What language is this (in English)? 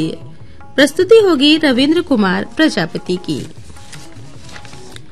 Hindi